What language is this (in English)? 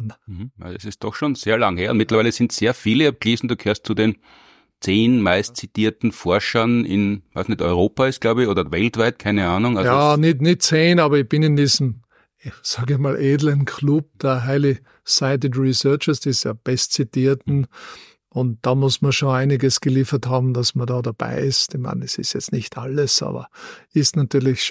German